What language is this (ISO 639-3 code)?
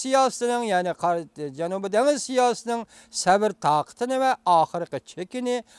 uig